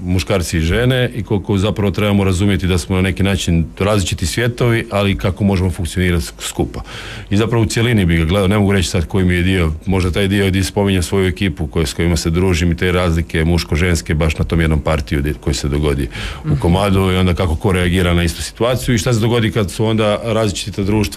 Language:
Croatian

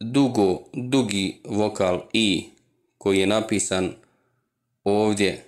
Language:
Bosnian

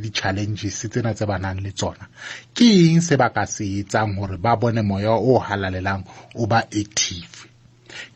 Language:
Southern Sotho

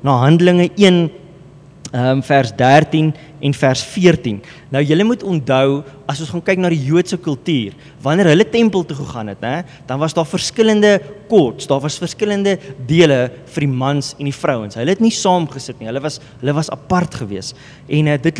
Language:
Afrikaans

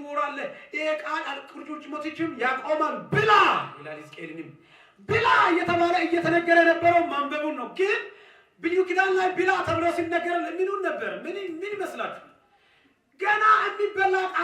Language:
Amharic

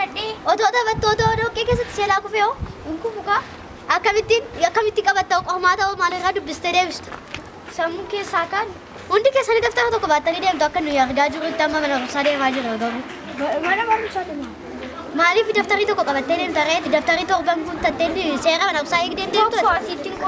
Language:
Oromo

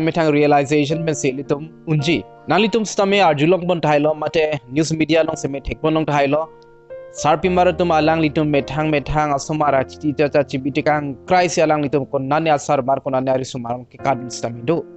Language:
Karbi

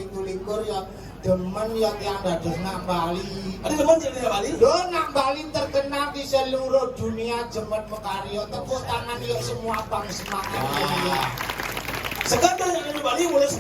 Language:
Balinese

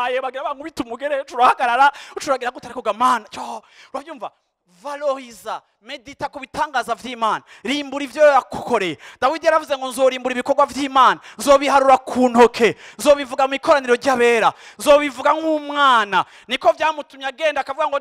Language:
Rundi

